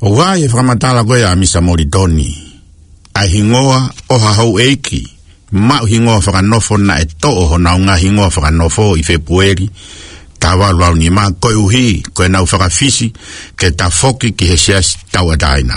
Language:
Tongan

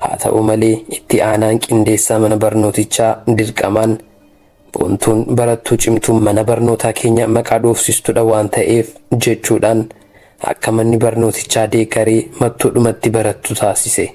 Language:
Oromo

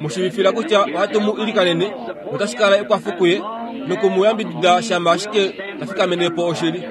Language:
Kuanyama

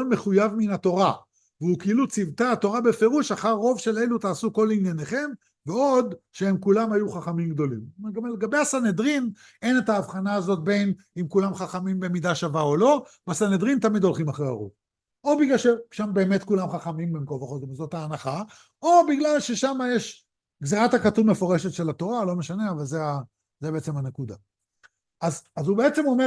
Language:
Hebrew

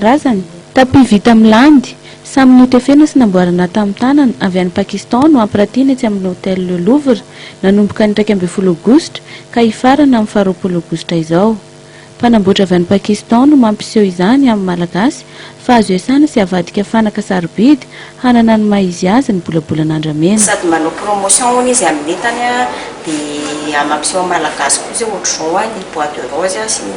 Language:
Malagasy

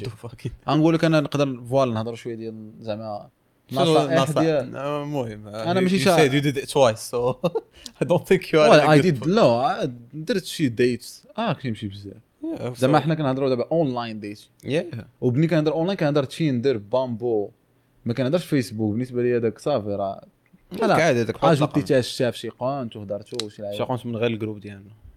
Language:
Moroccan Arabic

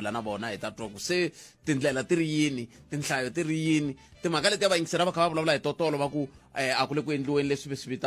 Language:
Tsonga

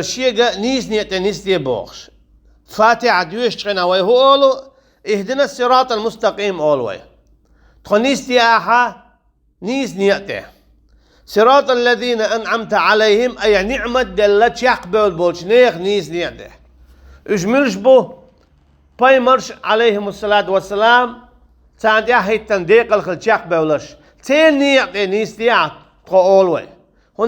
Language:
Chechen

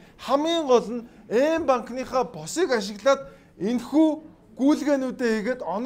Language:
Mongolian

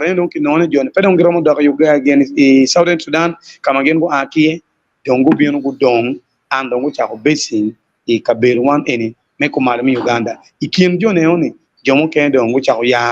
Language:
Acoli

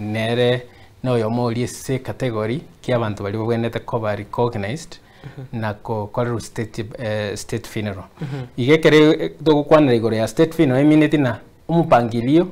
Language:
Gusii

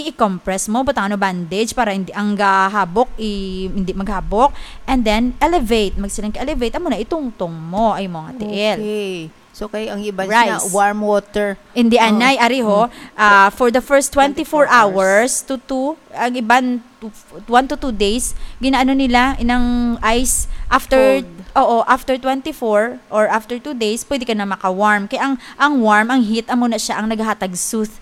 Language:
Hiligaynon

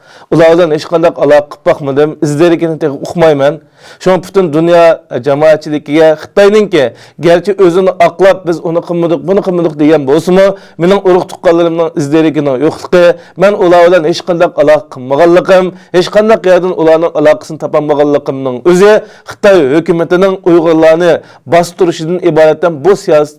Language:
Uyghur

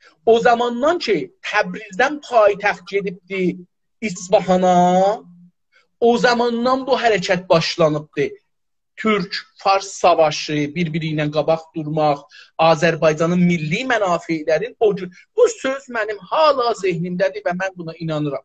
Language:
South Azerbaijani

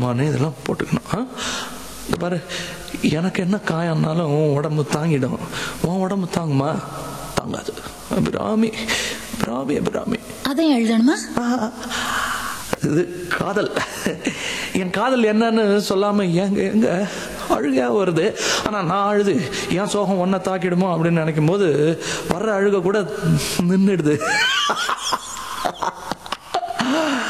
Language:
Tamil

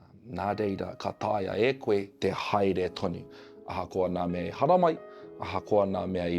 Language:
Māori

